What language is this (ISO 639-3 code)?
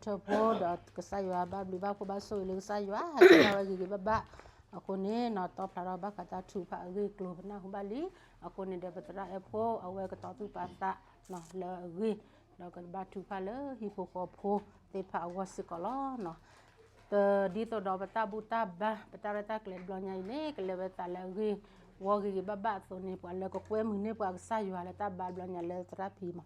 ksw